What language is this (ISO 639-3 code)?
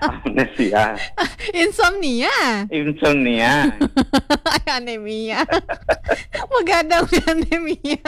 ban